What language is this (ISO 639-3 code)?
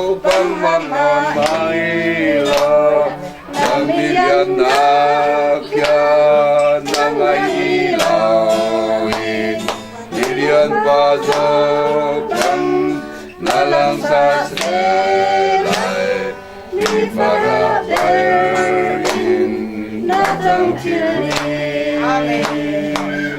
cfm